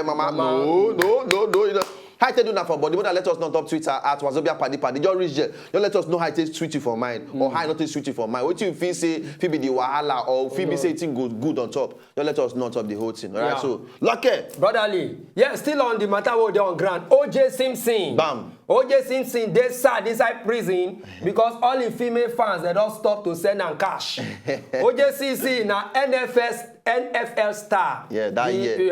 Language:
Nigerian Pidgin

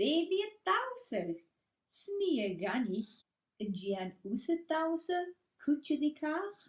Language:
Scottish Gaelic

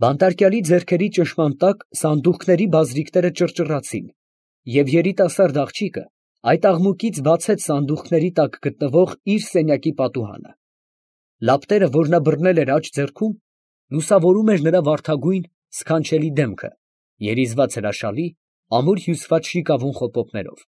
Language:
Armenian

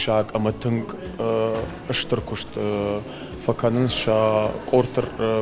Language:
Ossetic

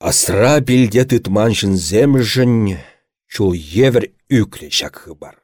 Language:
Chuvash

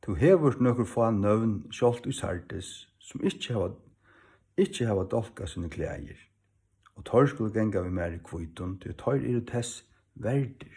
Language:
Faroese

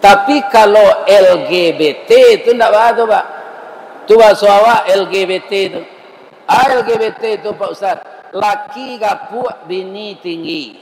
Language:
Minangkabau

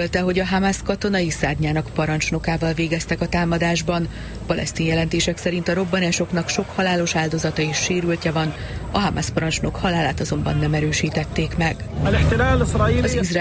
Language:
Hungarian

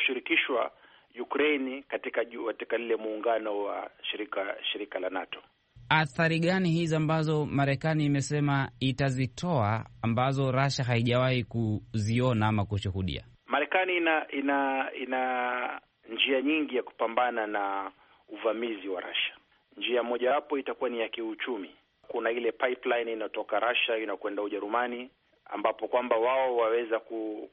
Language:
Swahili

